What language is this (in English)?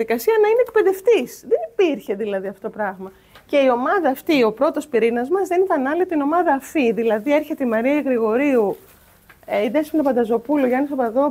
Greek